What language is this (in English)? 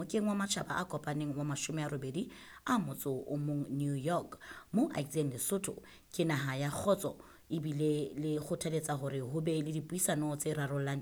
Southern Sotho